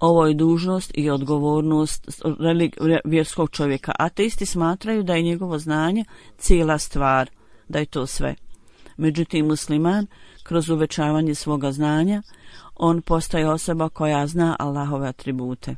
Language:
Bosnian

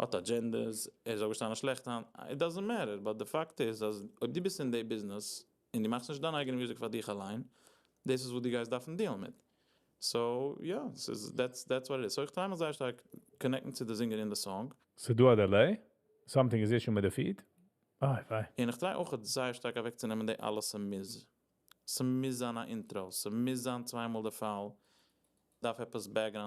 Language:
Yiddish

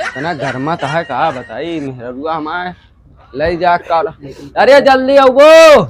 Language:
Awadhi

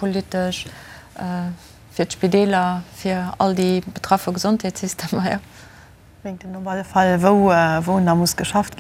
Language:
Luxembourgish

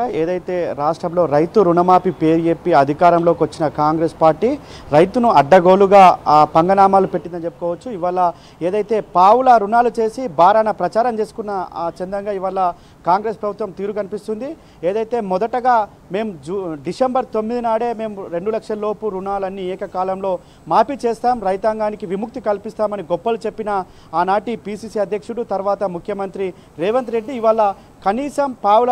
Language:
Telugu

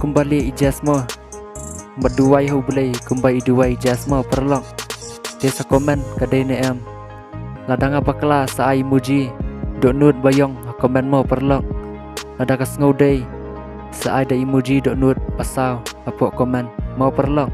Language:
Khasi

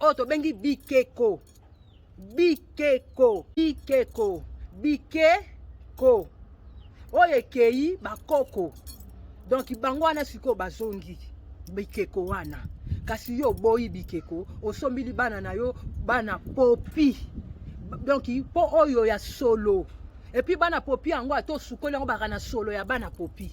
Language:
Lingala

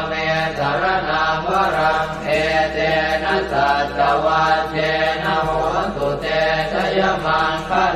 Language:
Pali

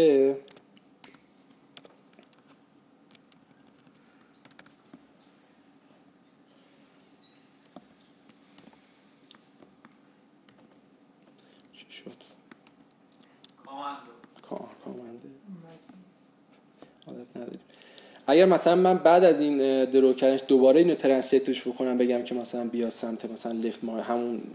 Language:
Persian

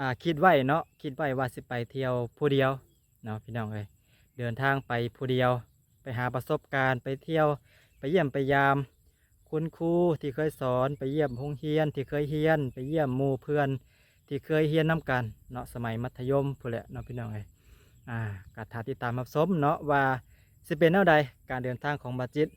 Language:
Lao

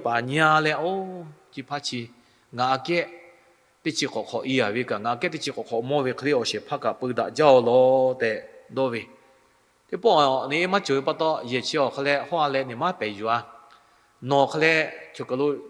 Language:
Lahu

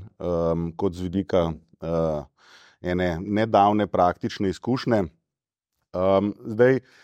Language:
Slovenian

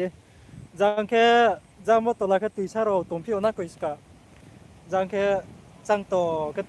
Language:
Riang (India)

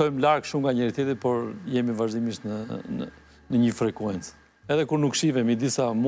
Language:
Albanian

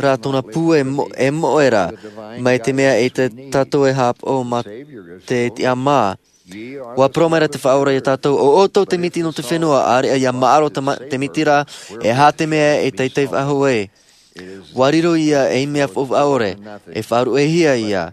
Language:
Tahitian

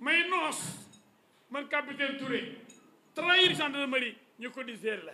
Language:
Wolof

